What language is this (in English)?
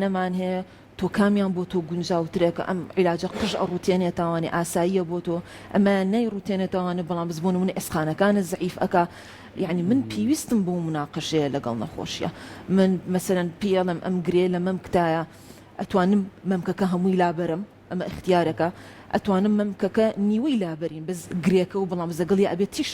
Central Kurdish